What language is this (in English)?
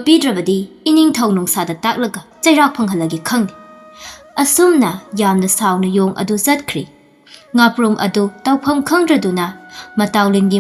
Manipuri